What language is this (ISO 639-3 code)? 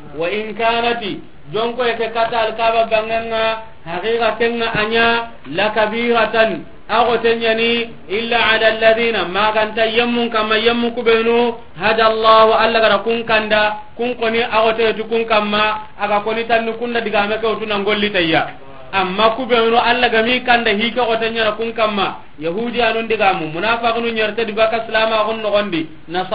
snk